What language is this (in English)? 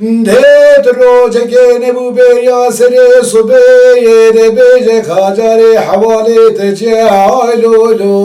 Kurdish